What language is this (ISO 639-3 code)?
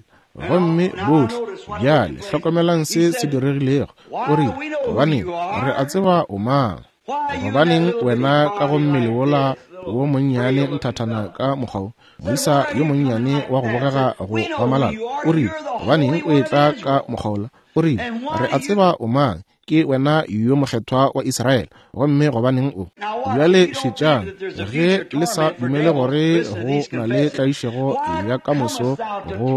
nso